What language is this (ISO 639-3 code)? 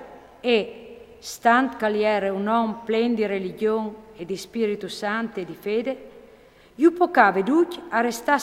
fur